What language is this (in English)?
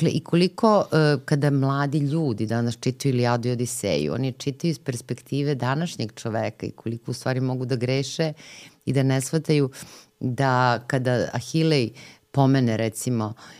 Serbian